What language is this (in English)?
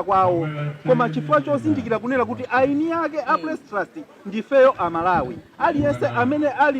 Nyanja